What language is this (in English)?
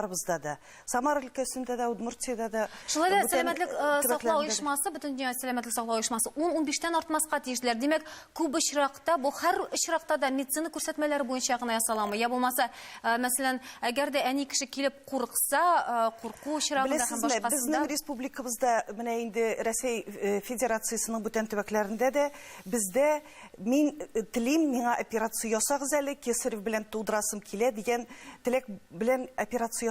Tatar